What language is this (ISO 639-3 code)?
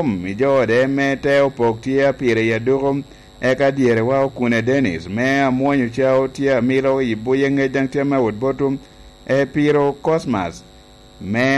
laj